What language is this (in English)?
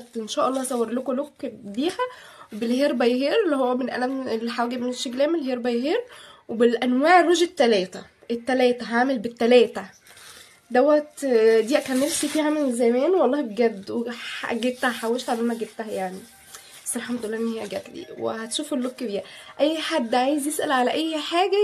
Egyptian Arabic